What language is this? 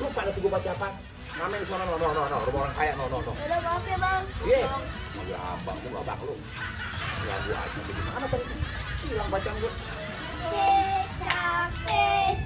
Betawi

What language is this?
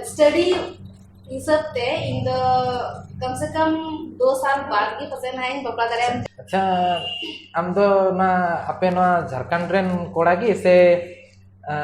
Santali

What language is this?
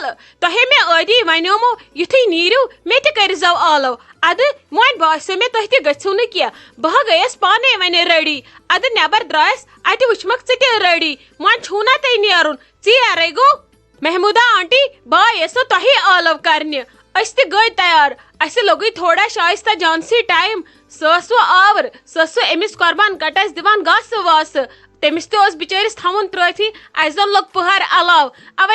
Kashmiri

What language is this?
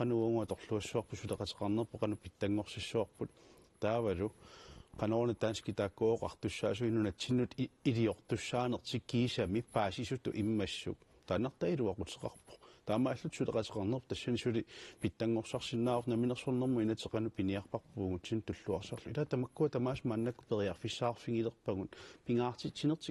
Kalaallisut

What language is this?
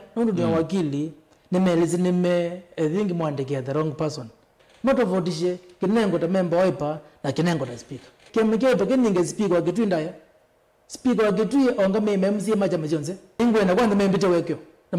Kamba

